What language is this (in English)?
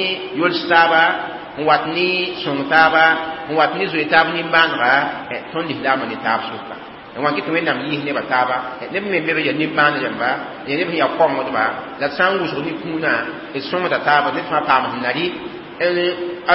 Mossi